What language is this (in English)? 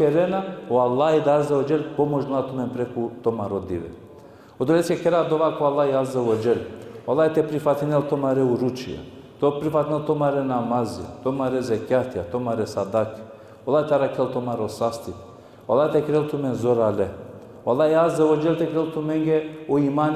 Balkan Romani